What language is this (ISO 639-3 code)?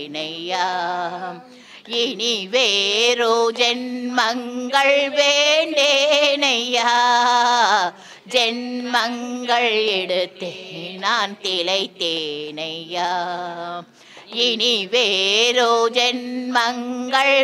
tam